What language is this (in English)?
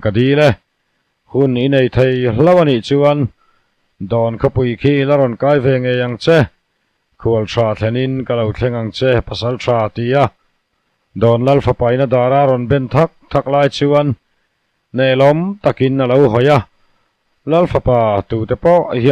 Mizo